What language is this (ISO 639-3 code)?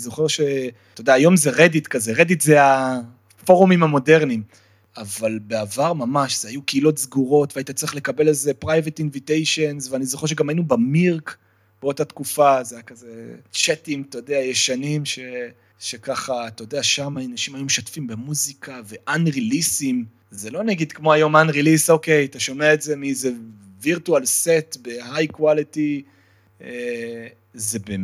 heb